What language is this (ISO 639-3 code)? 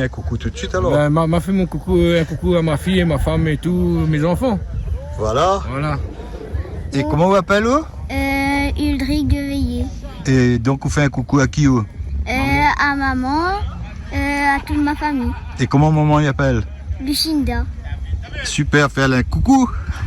rcf